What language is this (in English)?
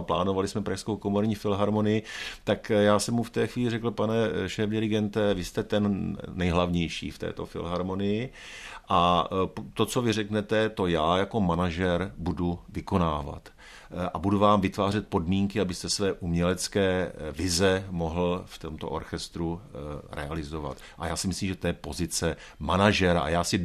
Czech